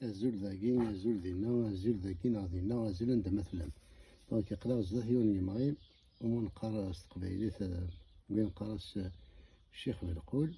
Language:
Kabyle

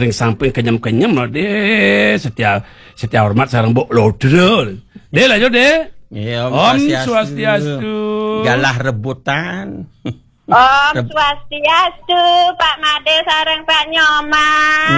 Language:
Balinese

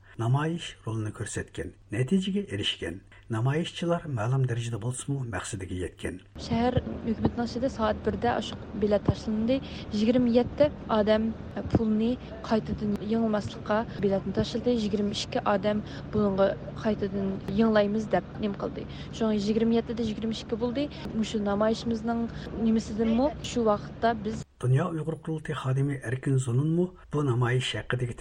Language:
Uyghur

